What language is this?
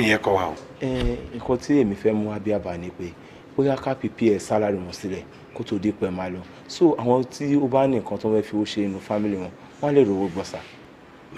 Yoruba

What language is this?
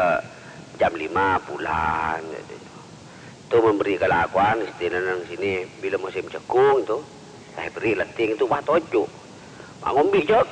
Madurese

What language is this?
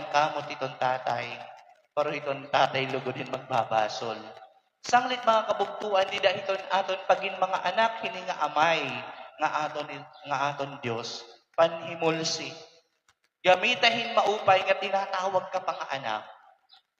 Waray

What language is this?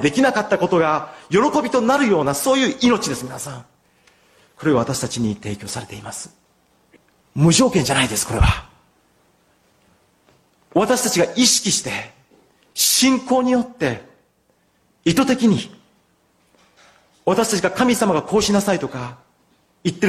Japanese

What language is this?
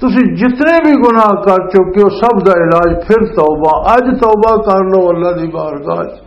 Western Panjabi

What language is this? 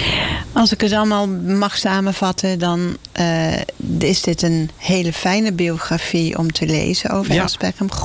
Dutch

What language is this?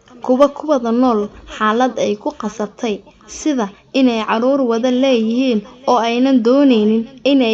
Somali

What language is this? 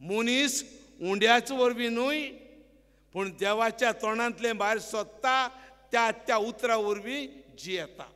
Konkani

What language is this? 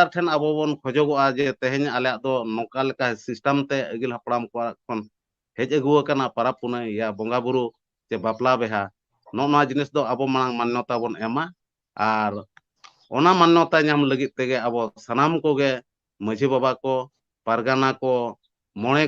Santali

